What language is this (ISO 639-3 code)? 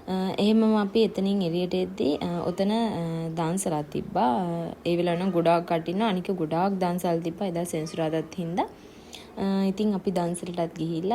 sin